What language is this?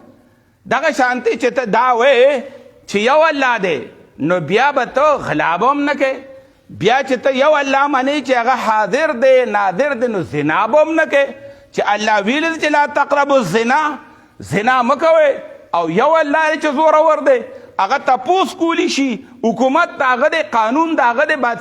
Pashto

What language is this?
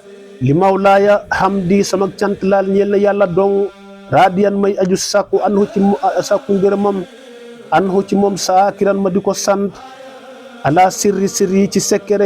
Wolof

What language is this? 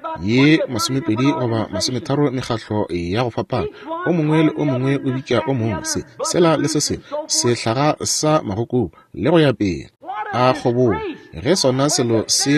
Northern Sotho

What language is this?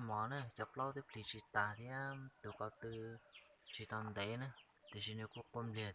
Hmong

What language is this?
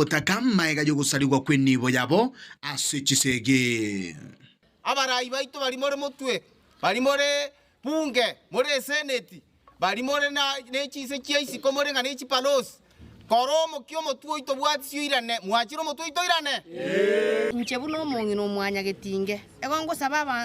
Gusii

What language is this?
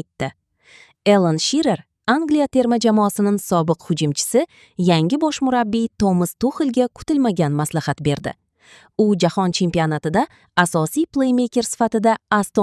Uzbek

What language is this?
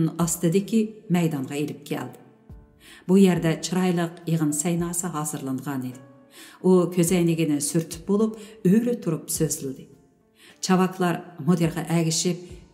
Uyghur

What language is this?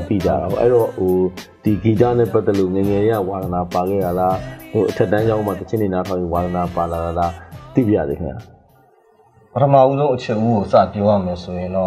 Burmese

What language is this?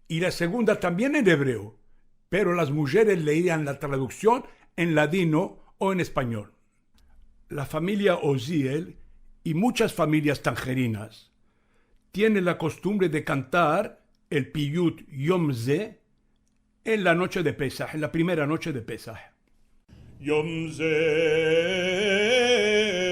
Ladino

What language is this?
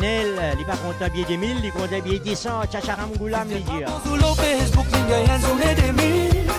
Morisyen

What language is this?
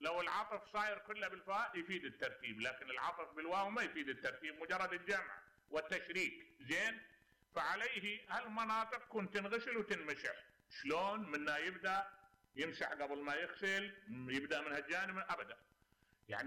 Mesopotamian Arabic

